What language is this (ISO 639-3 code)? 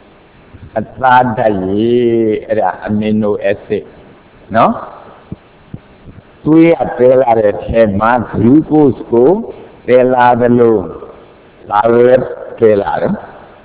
mya